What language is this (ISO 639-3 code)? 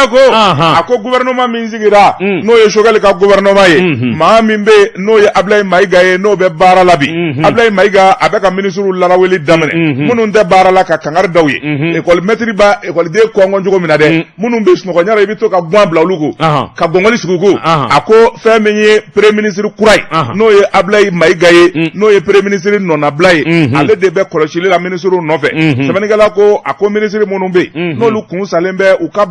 bam